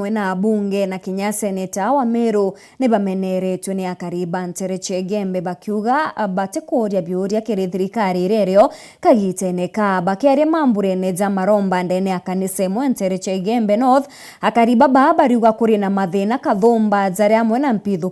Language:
Meru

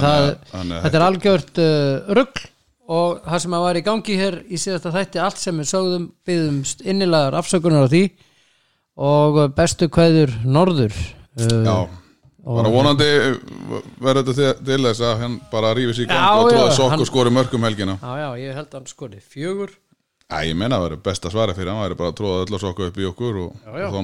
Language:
Icelandic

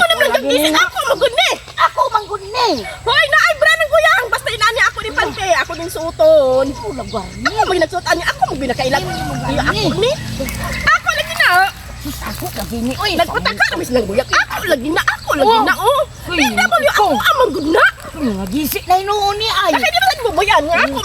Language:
Cebuano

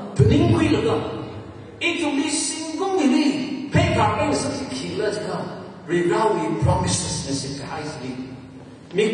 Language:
Tangkhul Naga (India)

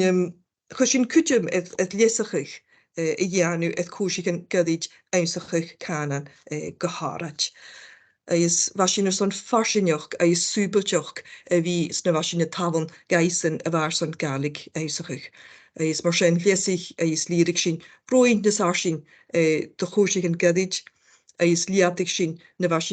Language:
Scottish Gaelic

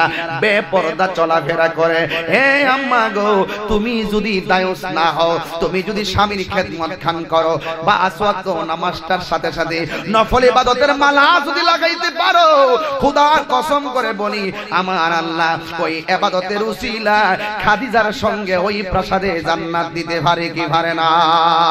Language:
Bangla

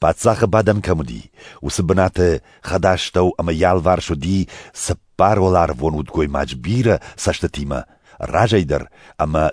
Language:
Ossetic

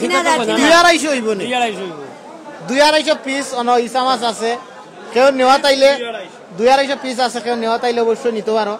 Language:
Sylheti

